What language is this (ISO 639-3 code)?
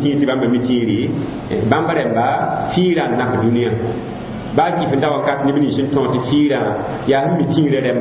mos